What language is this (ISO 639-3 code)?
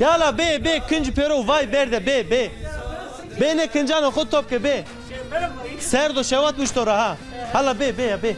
zza